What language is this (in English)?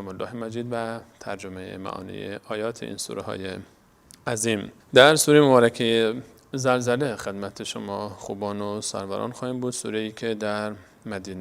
Persian